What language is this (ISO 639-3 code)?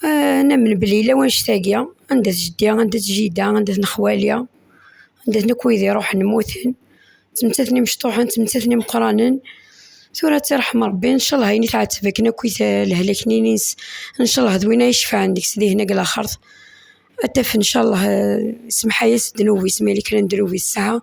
kab